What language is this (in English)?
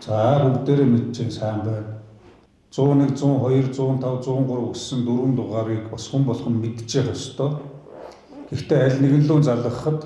Mongolian